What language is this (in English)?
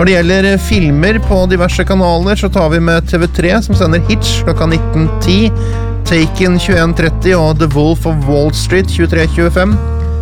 Norwegian